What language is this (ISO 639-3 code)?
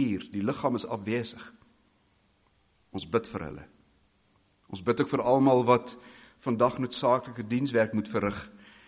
afr